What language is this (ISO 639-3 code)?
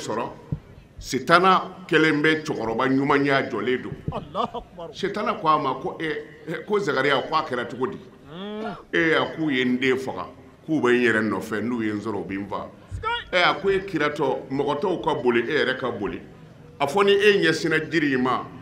bam